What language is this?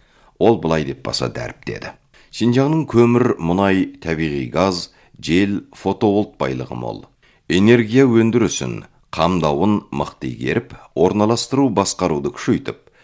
Kazakh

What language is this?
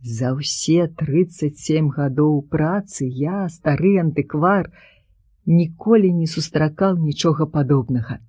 Belarusian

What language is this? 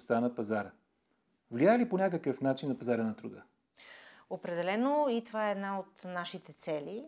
Bulgarian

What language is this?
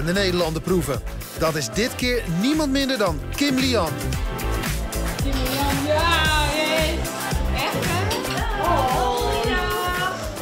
Dutch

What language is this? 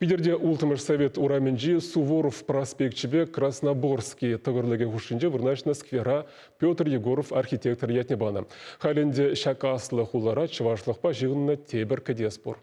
Chuvash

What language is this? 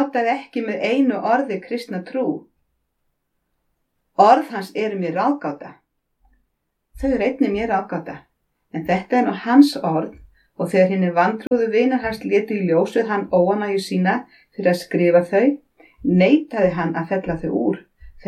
Icelandic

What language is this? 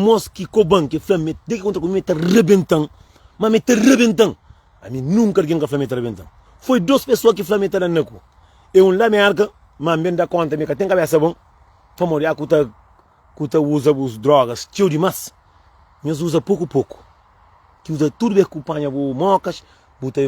Kabuverdianu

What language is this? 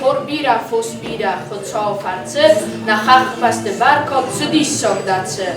Ossetic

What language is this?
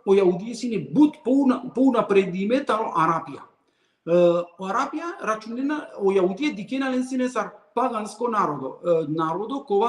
Balkan Romani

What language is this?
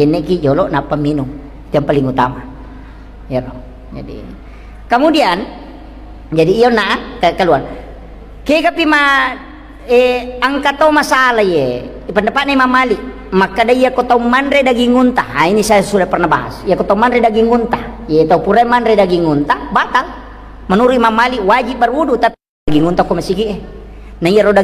Buginese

